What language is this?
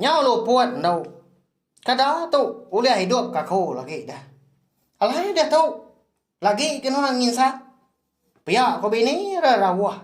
Iban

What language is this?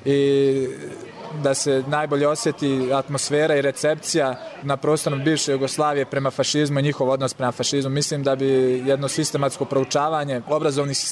Serbian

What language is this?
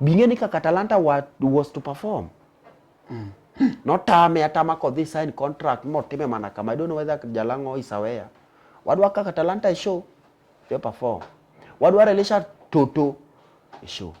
Luo (Kenya and Tanzania)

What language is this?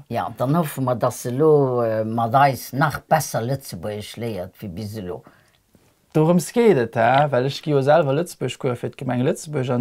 Luxembourgish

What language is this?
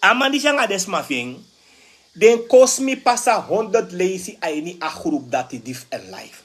Sranan Tongo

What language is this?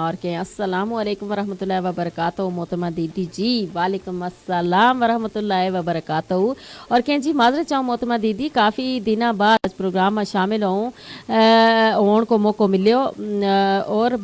Gujari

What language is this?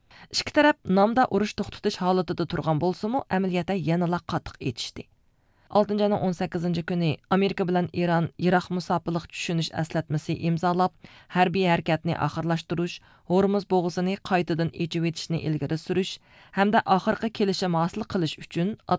Uyghur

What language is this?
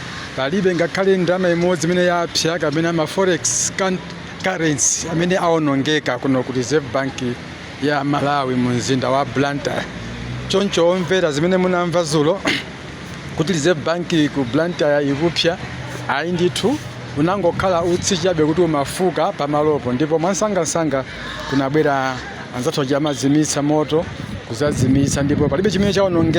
Nyanja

